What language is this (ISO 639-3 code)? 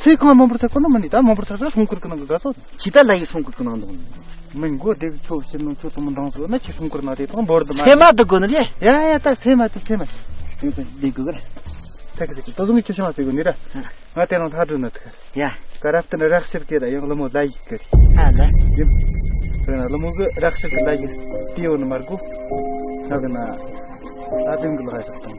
bod